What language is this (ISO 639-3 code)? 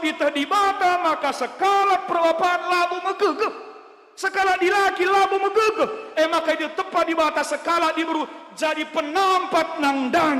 btx